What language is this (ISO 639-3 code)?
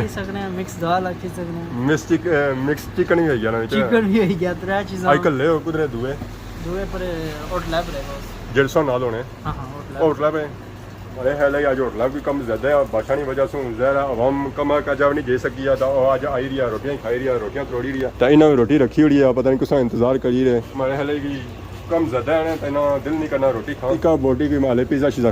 phr